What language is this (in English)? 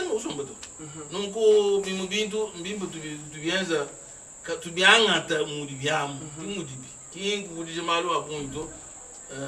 Luba-Lulua